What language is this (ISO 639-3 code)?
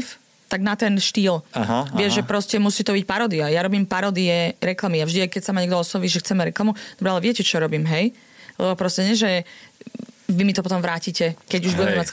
slk